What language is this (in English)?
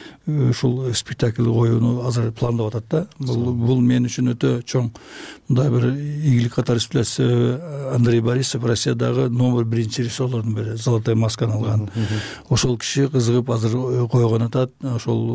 Kyrgyz